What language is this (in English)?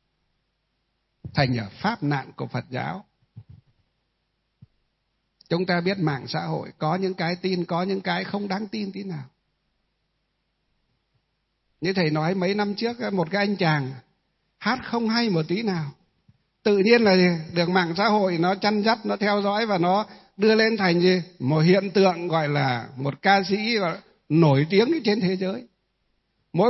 Vietnamese